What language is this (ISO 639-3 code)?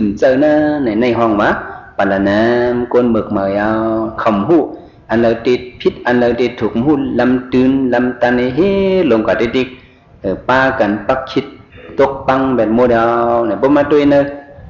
shn